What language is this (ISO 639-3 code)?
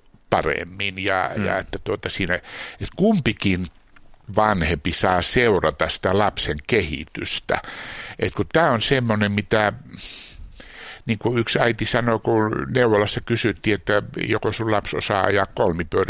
fin